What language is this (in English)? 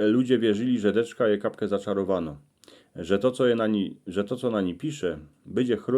Silesian